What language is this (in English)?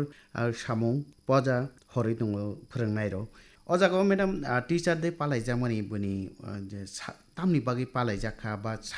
Kok Borok